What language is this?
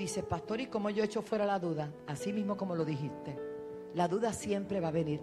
Spanish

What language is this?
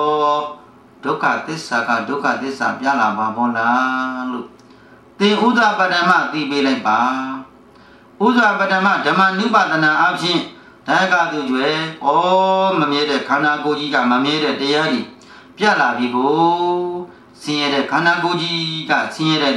Burmese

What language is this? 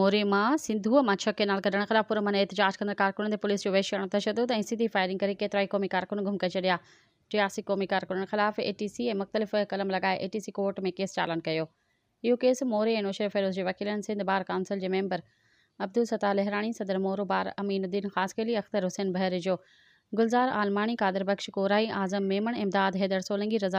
Sindhi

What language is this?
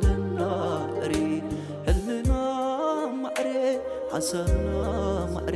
Tigrinya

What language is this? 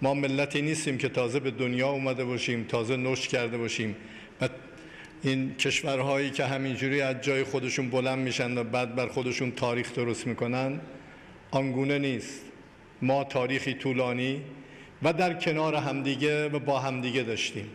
Tajik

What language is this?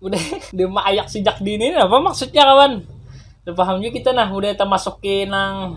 Banjar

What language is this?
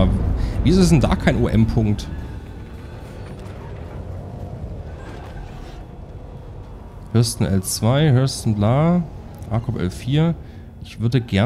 German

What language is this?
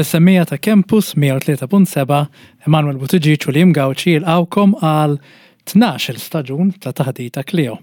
Maltese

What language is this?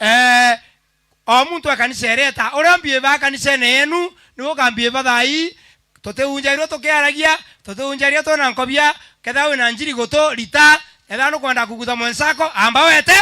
Meru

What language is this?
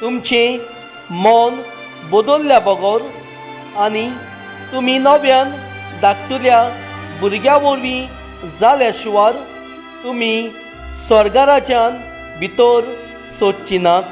Konkani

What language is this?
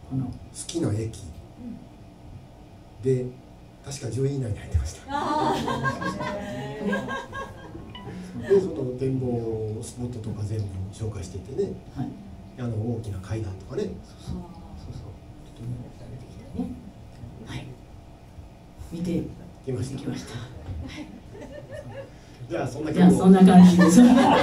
Japanese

